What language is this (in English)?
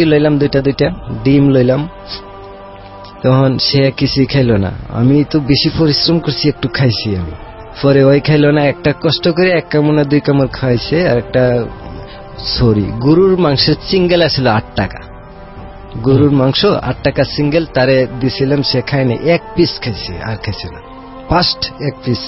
Bangla